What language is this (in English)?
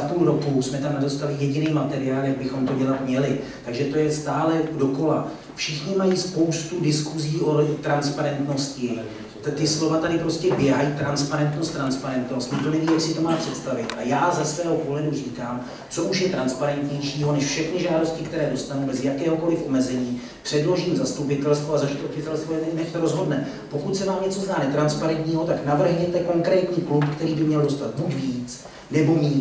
Czech